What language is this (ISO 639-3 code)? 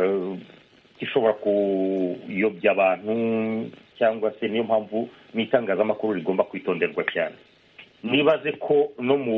kin